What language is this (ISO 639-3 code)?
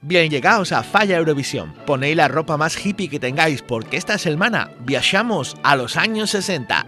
ast